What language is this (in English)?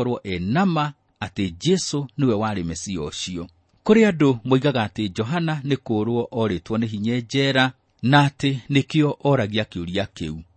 Kikuyu